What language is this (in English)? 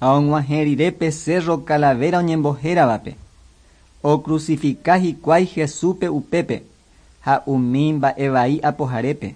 Guarani